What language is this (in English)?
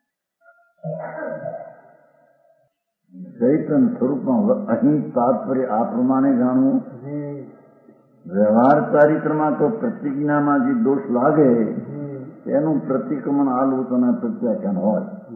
Gujarati